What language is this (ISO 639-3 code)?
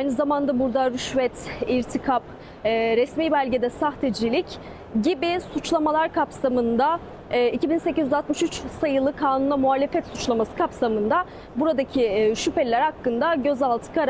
tur